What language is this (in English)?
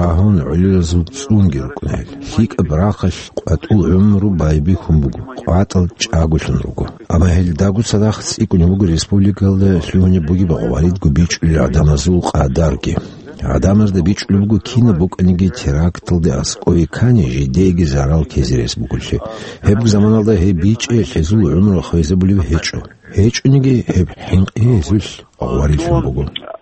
Avaric